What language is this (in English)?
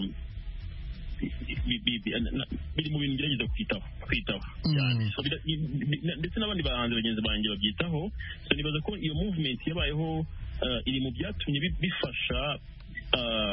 Kinyarwanda